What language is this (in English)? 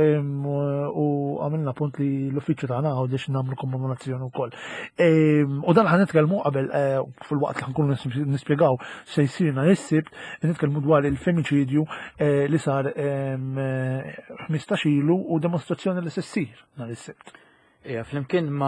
Maltese